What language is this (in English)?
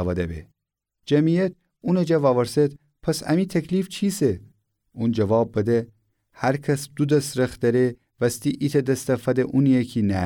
Gilaki